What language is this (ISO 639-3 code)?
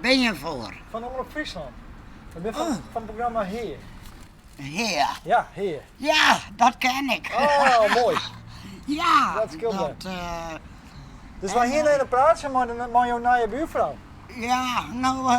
fry